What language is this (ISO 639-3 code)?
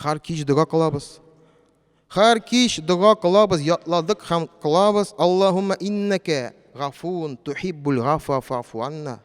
tat